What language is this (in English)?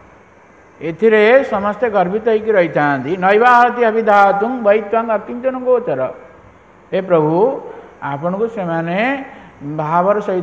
Odia